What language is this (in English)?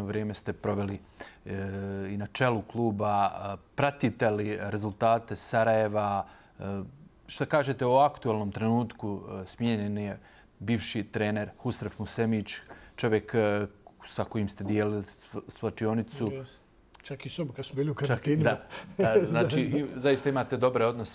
Bosnian